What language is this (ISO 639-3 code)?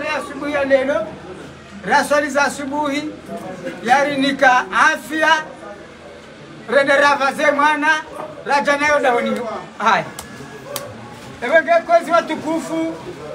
swa